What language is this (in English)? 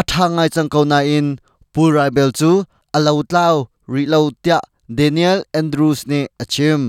Hakha Chin